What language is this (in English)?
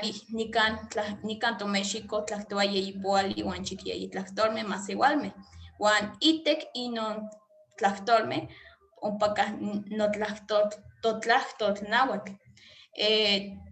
Eastern Huasteca Nahuatl